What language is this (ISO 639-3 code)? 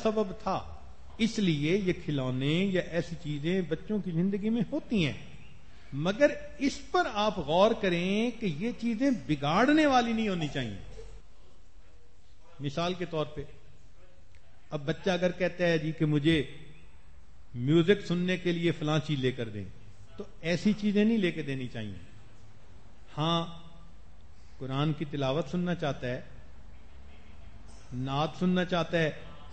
urd